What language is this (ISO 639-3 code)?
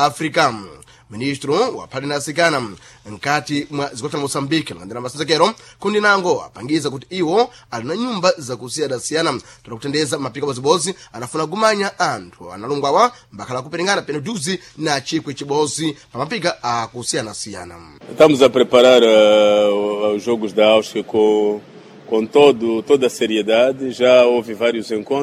seh